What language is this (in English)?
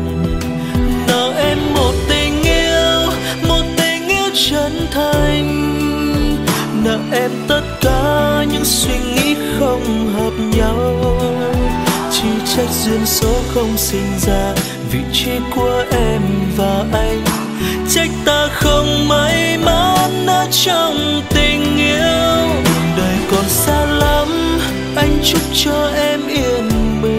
Vietnamese